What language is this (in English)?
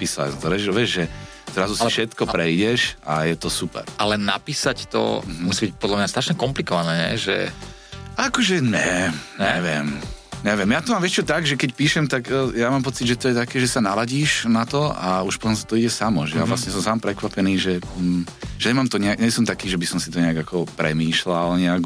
Slovak